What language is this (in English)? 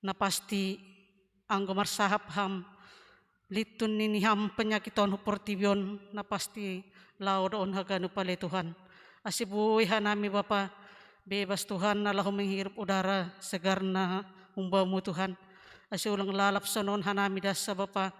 Batak Simalungun